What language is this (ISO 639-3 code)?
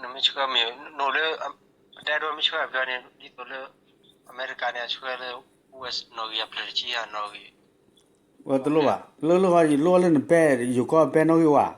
ksw